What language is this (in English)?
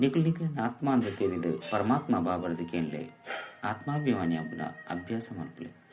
Tulu